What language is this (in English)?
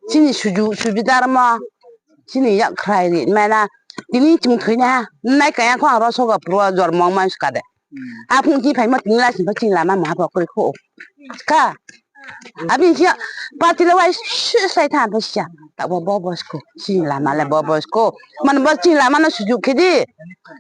Riang (India)